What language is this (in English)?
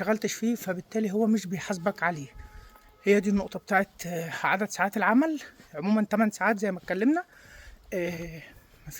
Egyptian Arabic